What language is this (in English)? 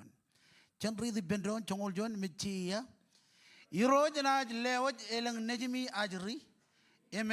Marshallese